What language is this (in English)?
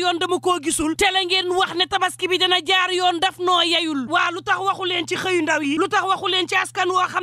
Wolof